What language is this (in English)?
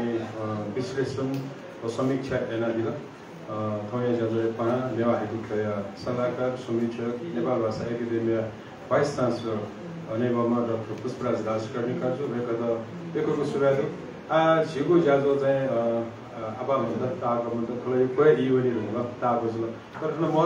Newari